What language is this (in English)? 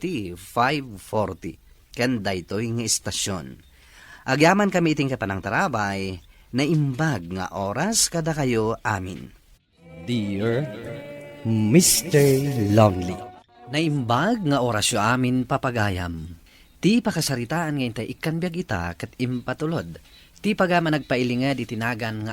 Iloko